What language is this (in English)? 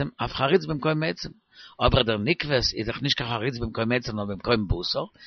Yiddish